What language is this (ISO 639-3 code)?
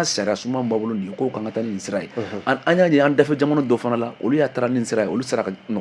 bam